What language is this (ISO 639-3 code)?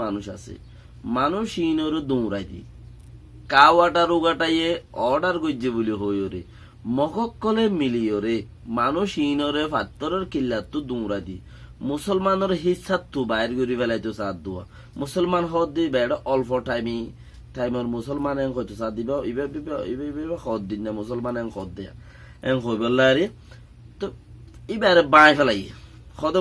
rhg